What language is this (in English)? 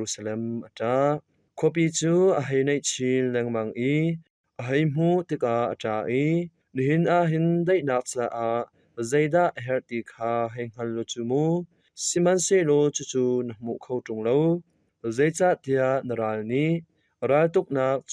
Hakha Chin